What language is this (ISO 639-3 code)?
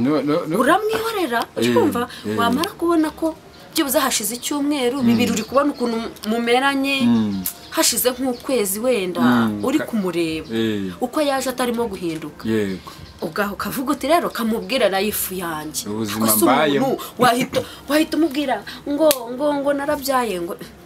kin